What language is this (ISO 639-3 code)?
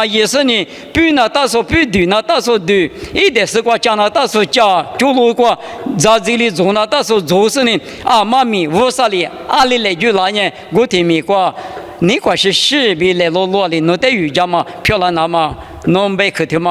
lis